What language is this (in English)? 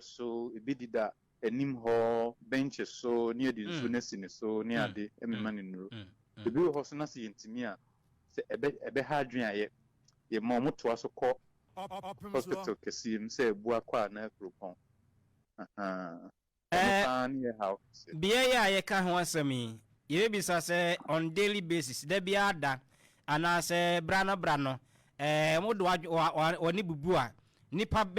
Akan